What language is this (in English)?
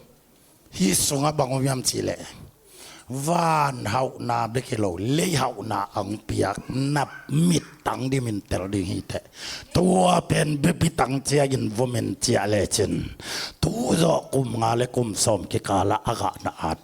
Tedim Chin